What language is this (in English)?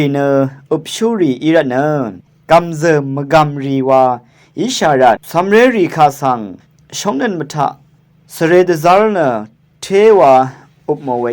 Rawang